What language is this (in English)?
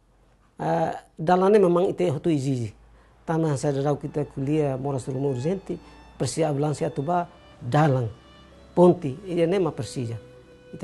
Tetum